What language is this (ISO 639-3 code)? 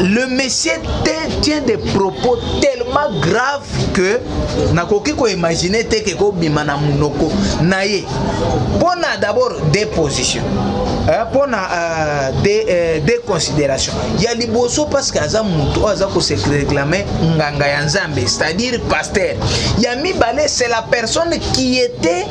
lin